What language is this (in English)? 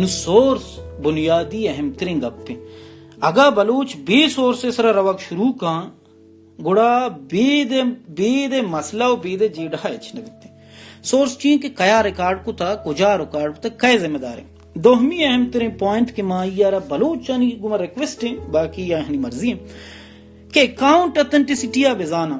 Baluchi